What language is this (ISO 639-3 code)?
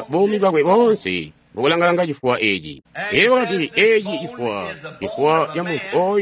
toi